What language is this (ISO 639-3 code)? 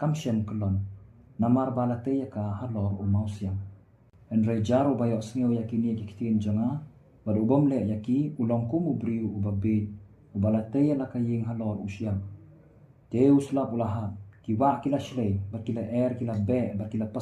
kha